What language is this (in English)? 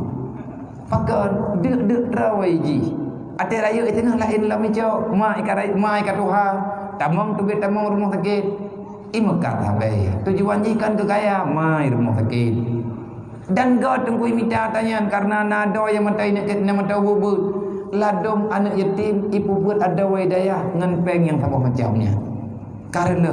Achinese